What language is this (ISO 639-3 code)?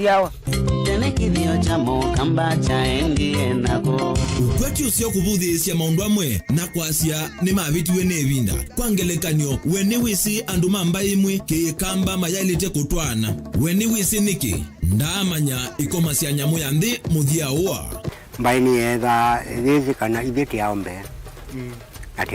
kam